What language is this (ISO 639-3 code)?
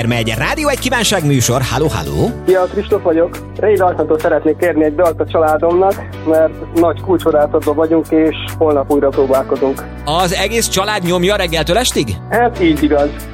hun